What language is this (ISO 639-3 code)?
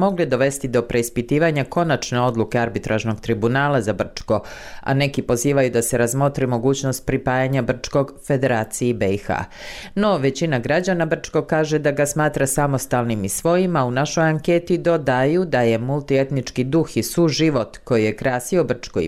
bos